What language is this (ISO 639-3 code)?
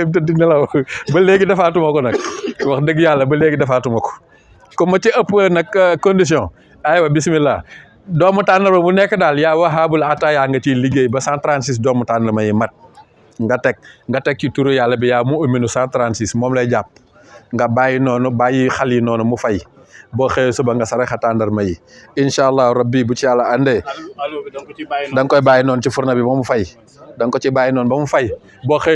wol